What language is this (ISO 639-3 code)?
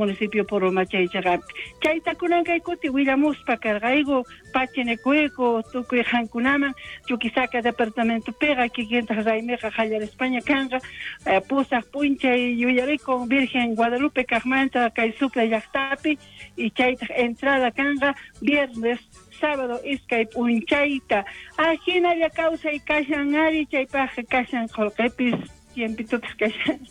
quh